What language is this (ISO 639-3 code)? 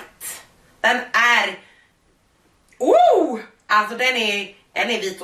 swe